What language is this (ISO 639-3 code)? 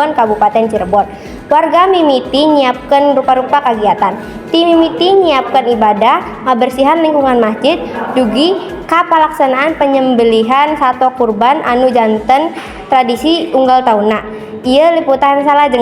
sun